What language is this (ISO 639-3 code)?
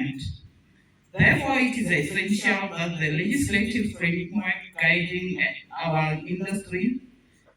tsn